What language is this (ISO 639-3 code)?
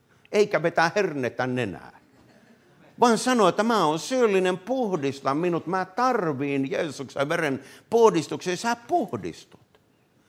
fin